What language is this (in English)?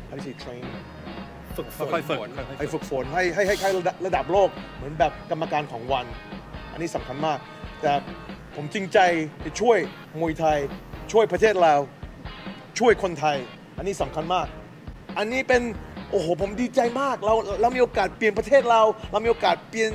Thai